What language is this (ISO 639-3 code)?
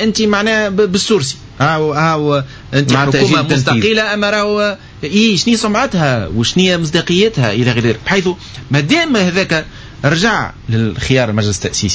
aeb